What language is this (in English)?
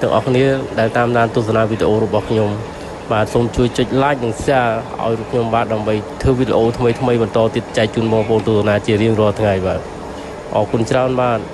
Khmer